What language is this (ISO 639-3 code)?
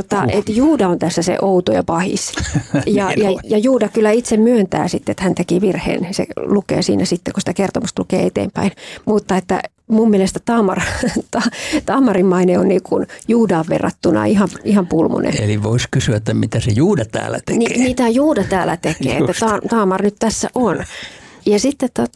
fin